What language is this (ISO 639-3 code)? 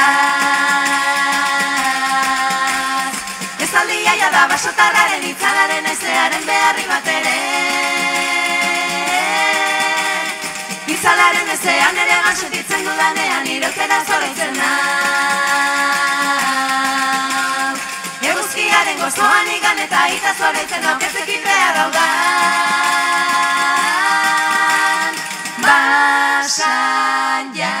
eus